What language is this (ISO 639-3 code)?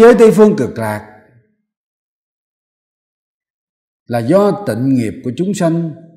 vie